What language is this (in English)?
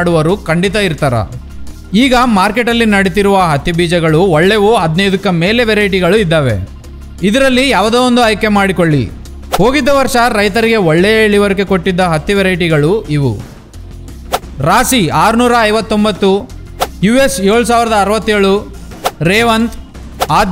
Kannada